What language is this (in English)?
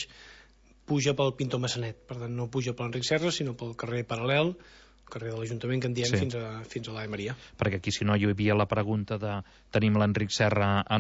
Catalan